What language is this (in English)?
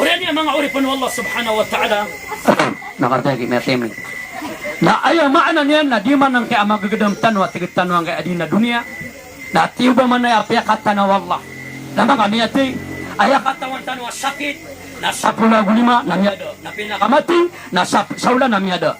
Maranao